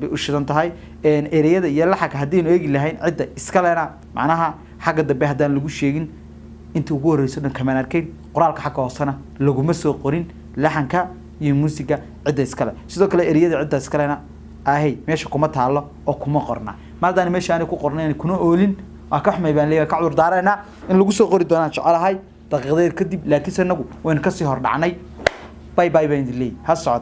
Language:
Somali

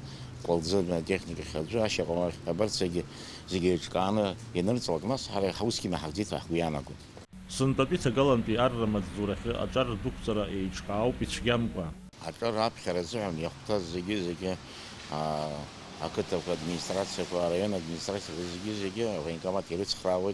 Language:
Abkhazian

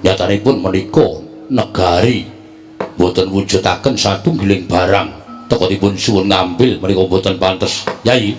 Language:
Javanese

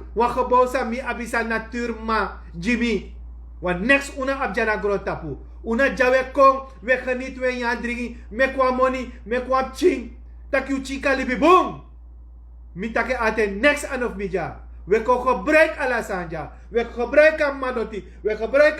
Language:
Sranan Tongo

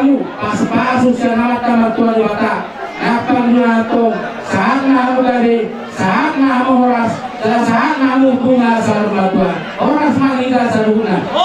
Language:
Batak Toba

